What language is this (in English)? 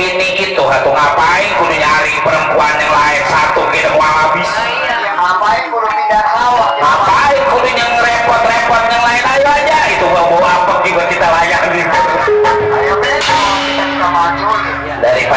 Betawi